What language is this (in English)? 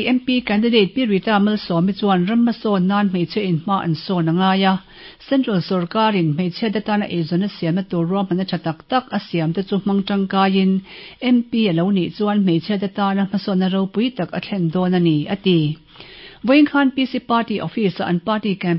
Mizo